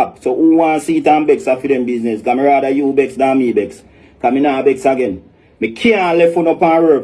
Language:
Jamaican Creole English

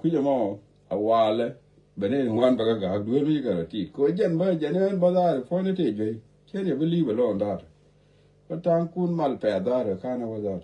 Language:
Nuer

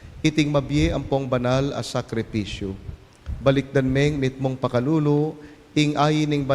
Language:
Pampanga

